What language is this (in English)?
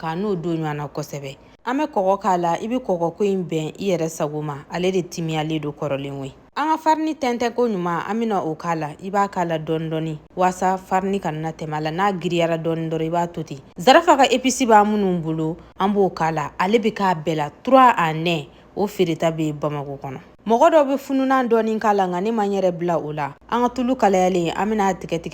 Bambara